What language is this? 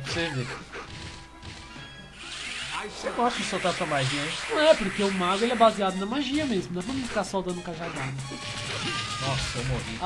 Portuguese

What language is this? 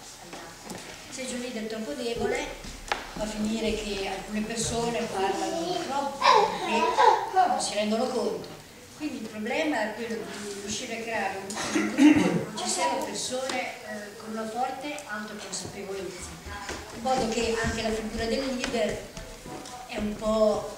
Italian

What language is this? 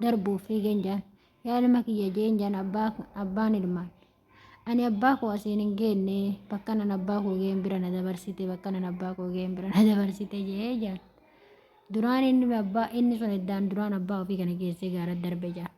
Oromo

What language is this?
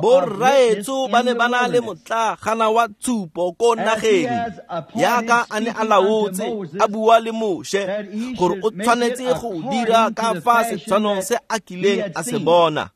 Tswana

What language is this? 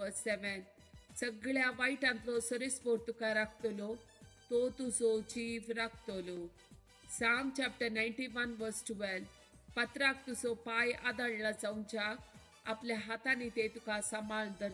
Konkani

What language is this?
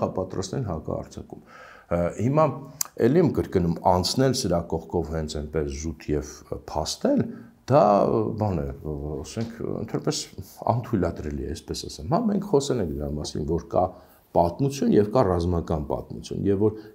Armenian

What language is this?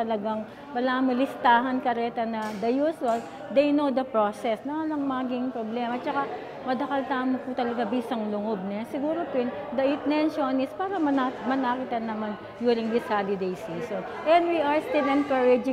Pampanga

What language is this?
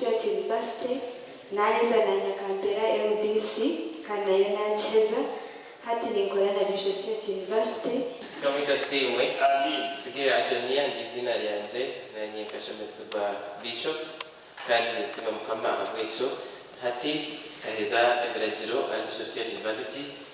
Nyankole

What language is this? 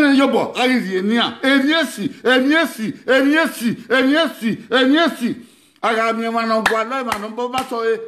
Bini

